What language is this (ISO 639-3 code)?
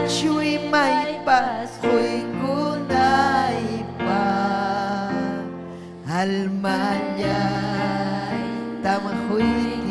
quy